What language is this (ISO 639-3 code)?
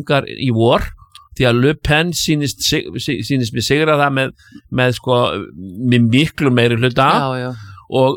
isl